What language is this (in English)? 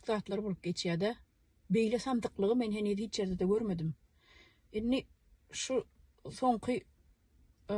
Turkmen